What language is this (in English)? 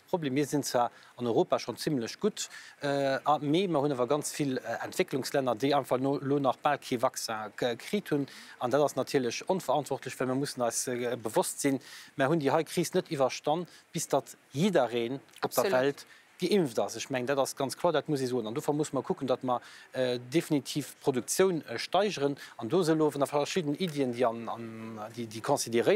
Luxembourgish